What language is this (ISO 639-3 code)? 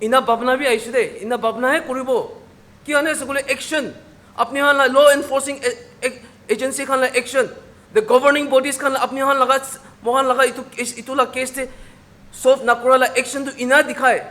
nag